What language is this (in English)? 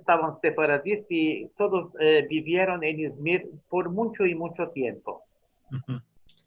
Ladino